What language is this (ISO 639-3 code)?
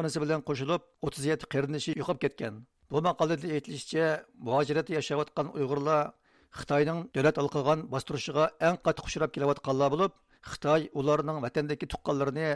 uig